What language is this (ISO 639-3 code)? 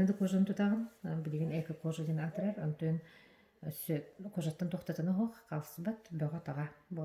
sah